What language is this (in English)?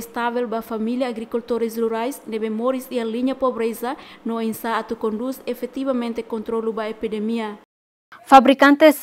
Tetum